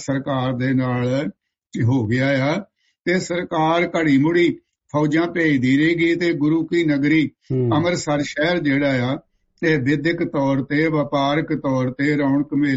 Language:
Punjabi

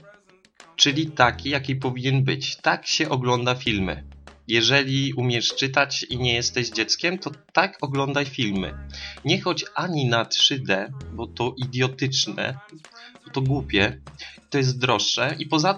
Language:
Polish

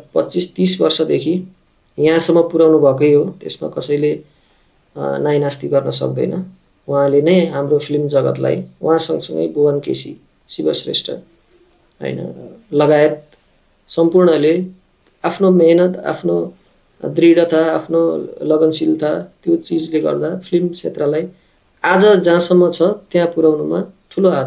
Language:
Nepali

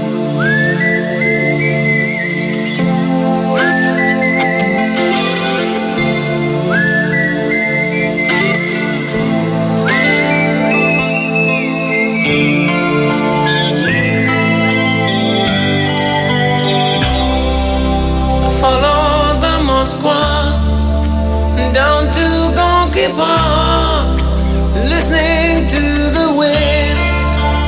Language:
Greek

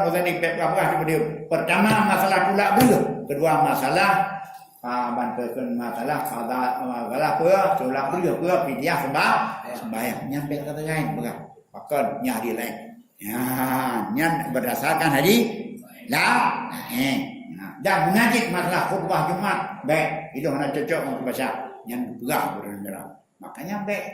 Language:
Achinese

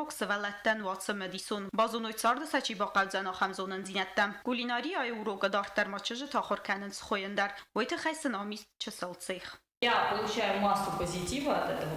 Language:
Ossetic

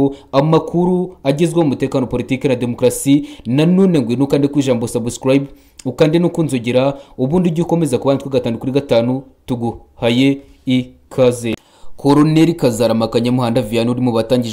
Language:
Kinyarwanda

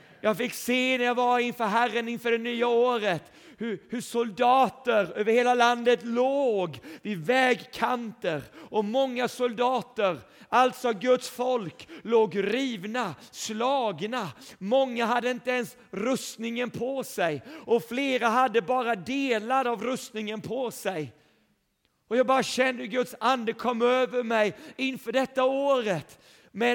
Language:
Swedish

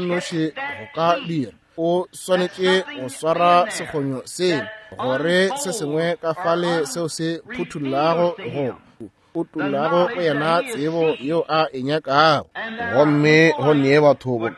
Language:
Northern Sotho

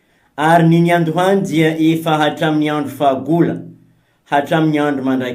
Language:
Malagasy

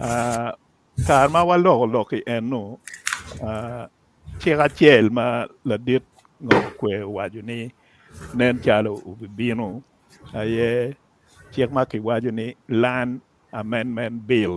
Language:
Acoli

